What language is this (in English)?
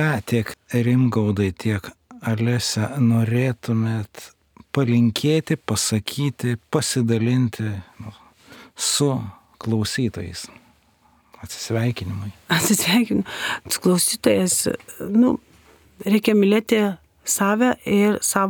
Lithuanian